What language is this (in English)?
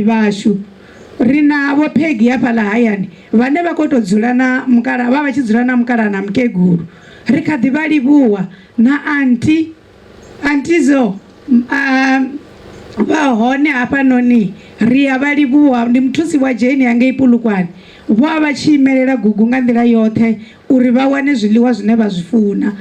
Venda